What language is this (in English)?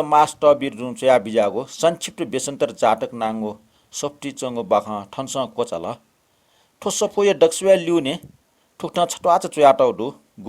Newari